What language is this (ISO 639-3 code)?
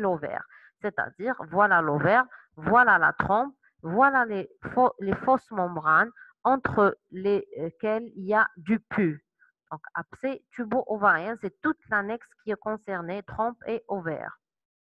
fra